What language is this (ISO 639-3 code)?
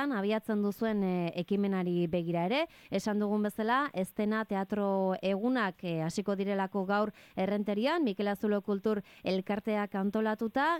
eus